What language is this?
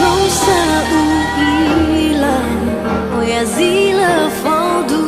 Nias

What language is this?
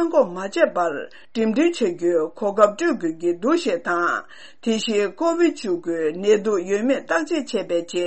Tibetan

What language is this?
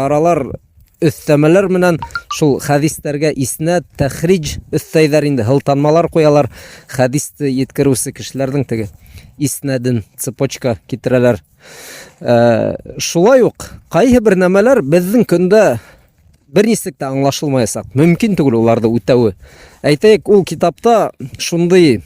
Bashkir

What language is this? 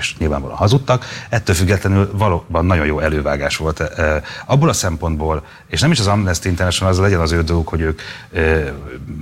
Hungarian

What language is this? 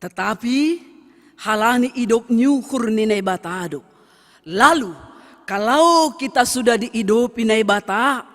Batak Simalungun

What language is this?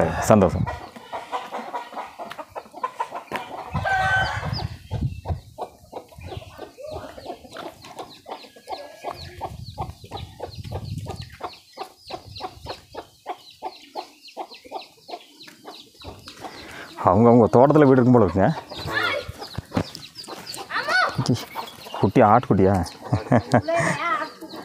Tamil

